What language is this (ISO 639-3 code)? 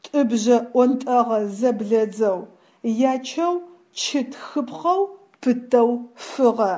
ady